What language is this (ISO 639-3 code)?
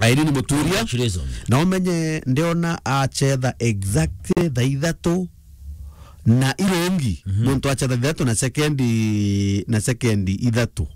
mer